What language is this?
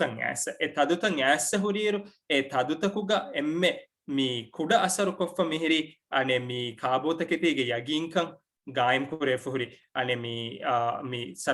Divehi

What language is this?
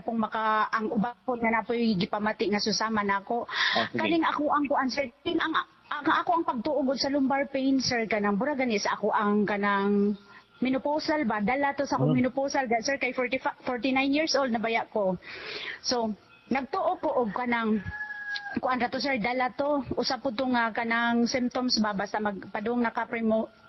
Cebuano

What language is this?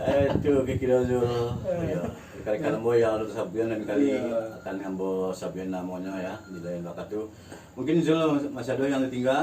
Minangkabau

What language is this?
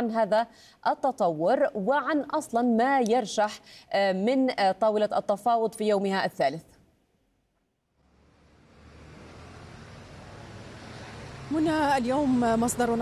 Arabic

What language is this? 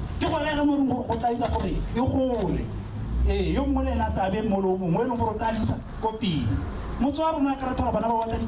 Tswana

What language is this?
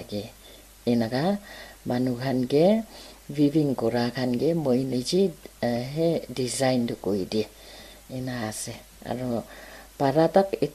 Naga Pidgin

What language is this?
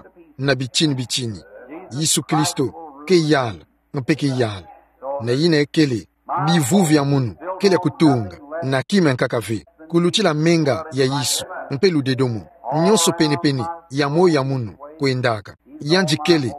Kituba (Democratic Republic of Congo)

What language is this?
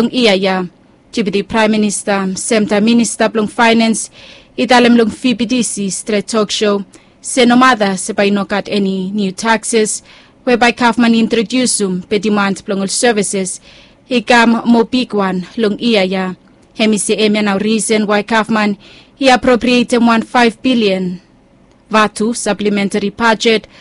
Bislama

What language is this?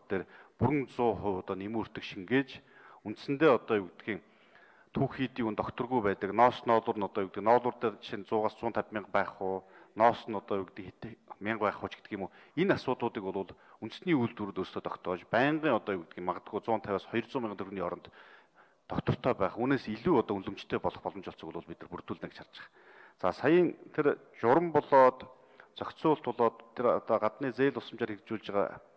Mongolian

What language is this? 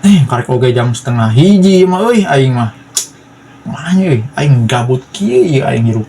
Sundanese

